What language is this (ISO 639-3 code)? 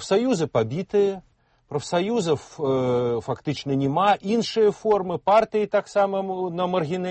bel